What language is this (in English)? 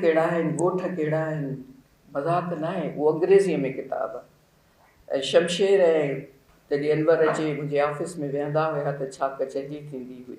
Sindhi